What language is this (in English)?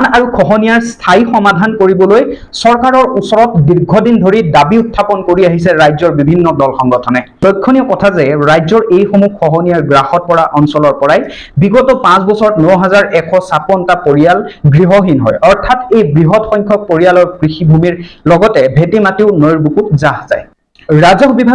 Assamese